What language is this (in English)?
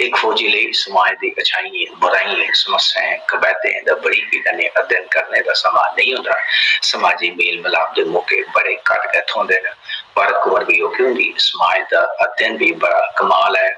Dogri